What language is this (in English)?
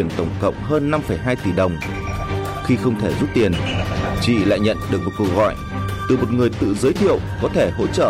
Vietnamese